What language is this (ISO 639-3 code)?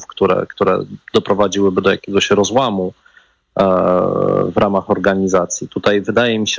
pol